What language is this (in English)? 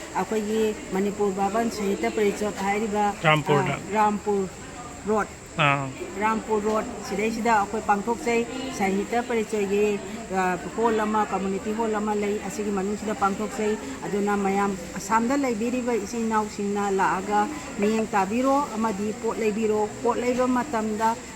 Manipuri